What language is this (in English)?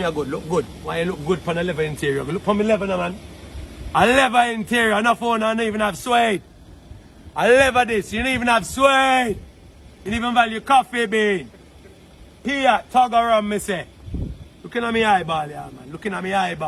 Jamaican Creole English